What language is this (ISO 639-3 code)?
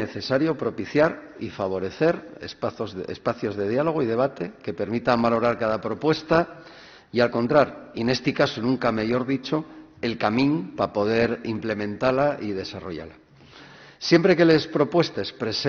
ast